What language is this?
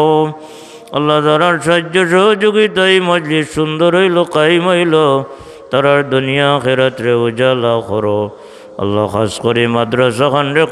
Sylheti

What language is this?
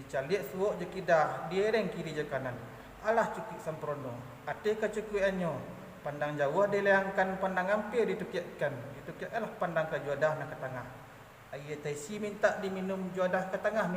Minangkabau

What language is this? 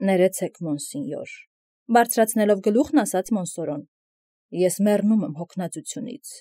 Armenian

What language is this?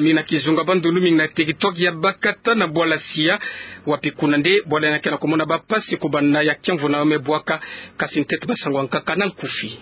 Kituba (Democratic Republic of Congo)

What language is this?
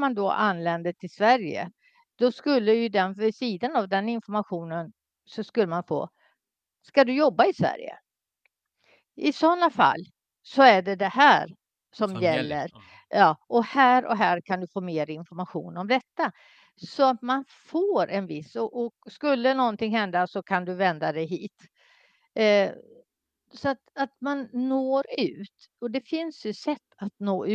Swedish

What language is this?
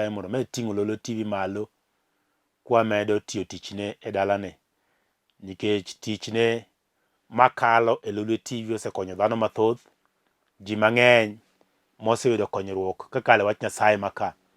Luo (Kenya and Tanzania)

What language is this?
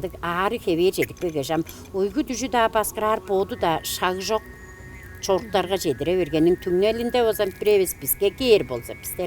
Tuvinian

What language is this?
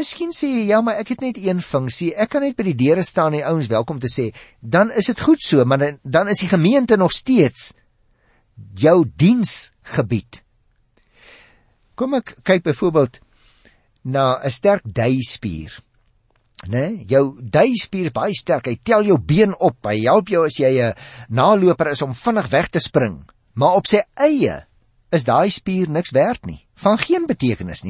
Afrikaans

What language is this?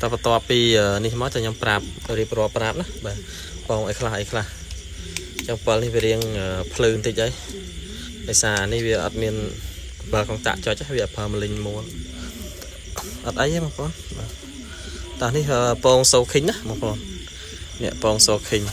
Khmer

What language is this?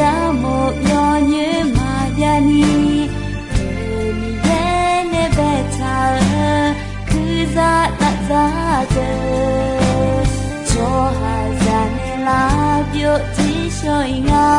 Akha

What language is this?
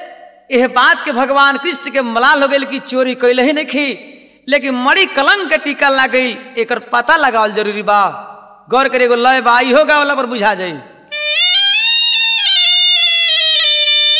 Bhojpuri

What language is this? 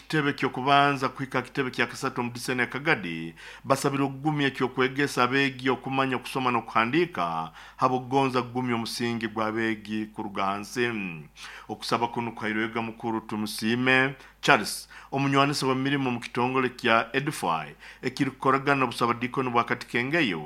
Nyoro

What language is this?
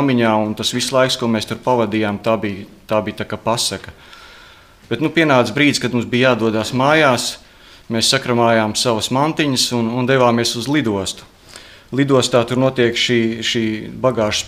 Latvian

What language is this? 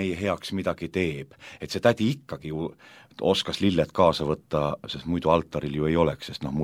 Estonian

